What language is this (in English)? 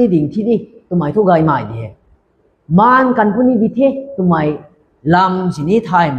Rongmei Naga